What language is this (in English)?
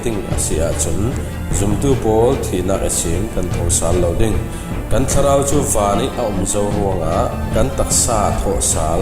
Falam Chin